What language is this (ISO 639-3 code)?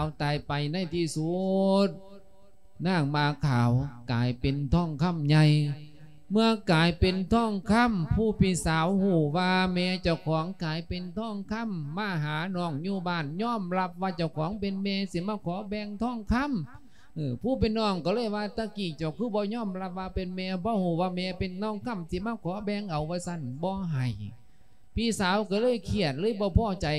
lao